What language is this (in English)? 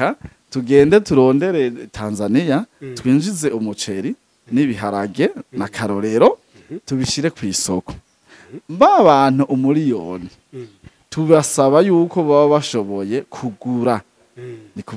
Rundi